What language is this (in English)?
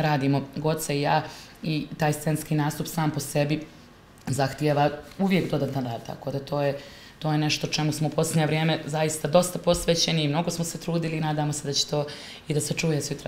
Bosnian